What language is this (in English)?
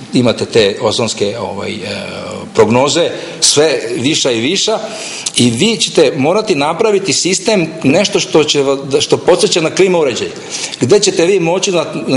Serbian